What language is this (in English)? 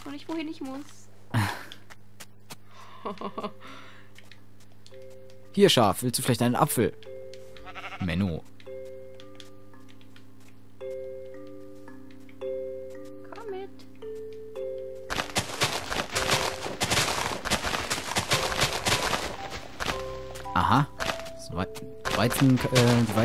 German